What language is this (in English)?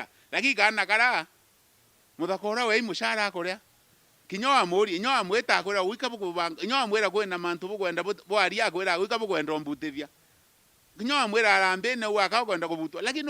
Meru